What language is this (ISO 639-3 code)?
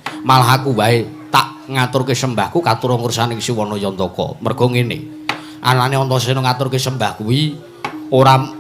jav